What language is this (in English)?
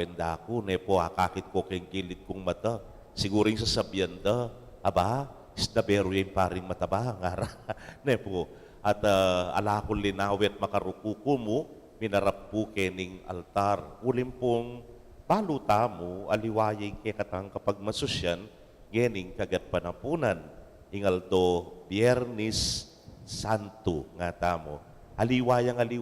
Pampanga